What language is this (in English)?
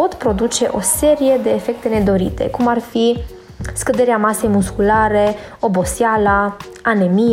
Romanian